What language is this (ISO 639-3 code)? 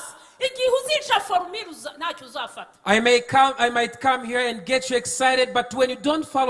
kin